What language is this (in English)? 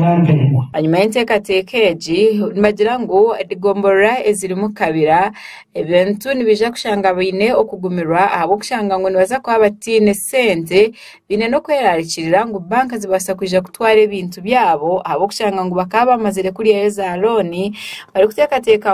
Nyankole